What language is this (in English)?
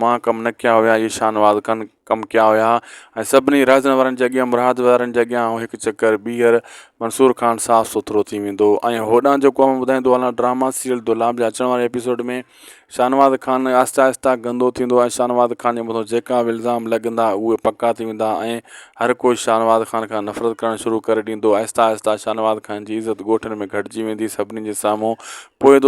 Sindhi